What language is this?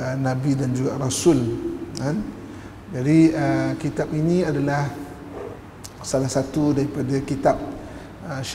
Malay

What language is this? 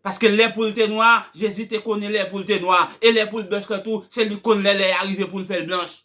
Haitian Creole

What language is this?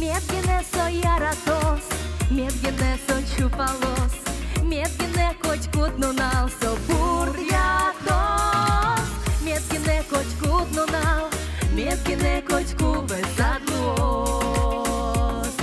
Udmurt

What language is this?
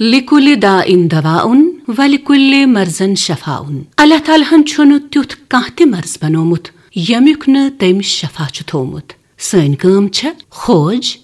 Kashmiri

